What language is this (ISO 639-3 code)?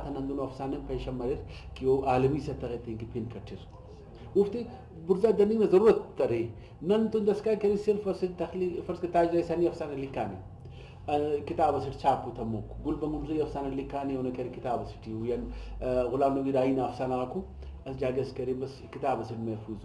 brh